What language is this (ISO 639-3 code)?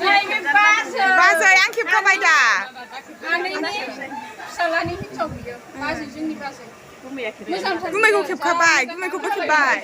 brx